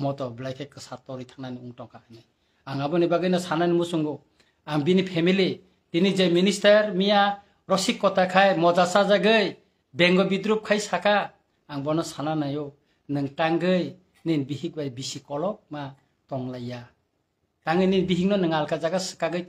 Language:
Kok Borok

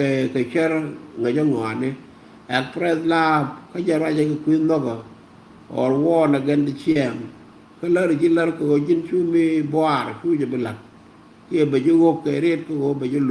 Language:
Nuer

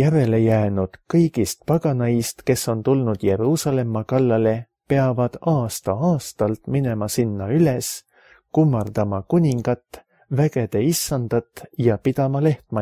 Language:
Estonian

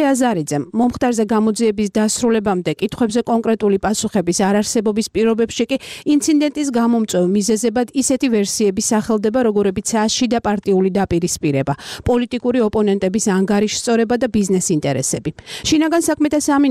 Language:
Georgian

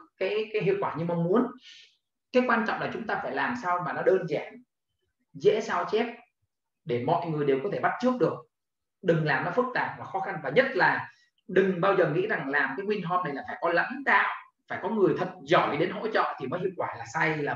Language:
Vietnamese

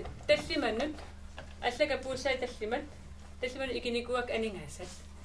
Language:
Kalaallisut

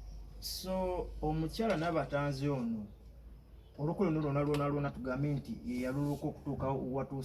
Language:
Ganda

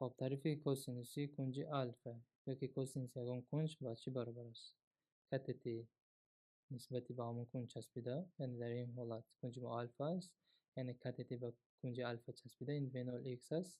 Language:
Tajik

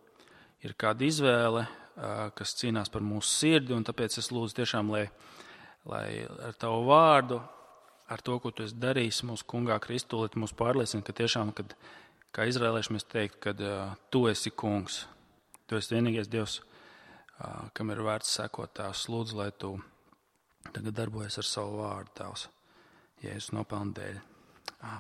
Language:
Latvian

